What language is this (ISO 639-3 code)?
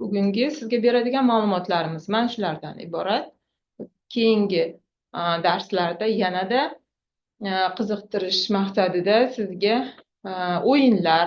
uzb